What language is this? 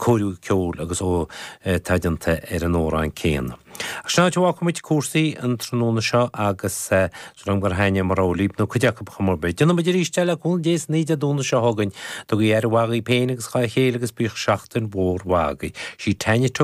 Irish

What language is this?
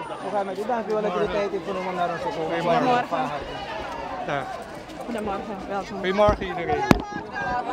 Dutch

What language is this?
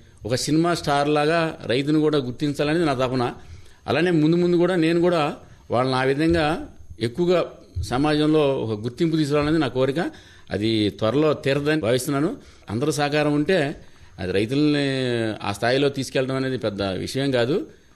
Telugu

